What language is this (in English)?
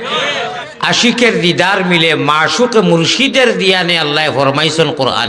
Sylheti